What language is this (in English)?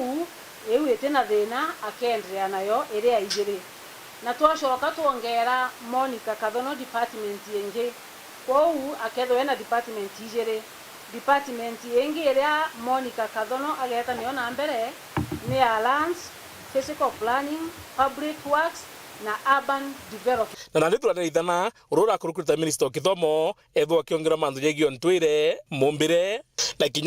Meru